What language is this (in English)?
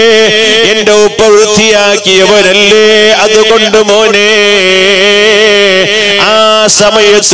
Malayalam